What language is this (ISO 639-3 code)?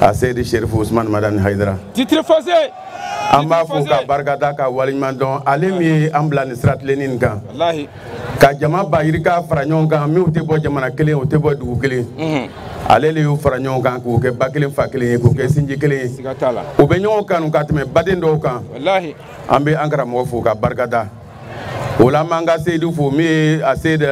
bam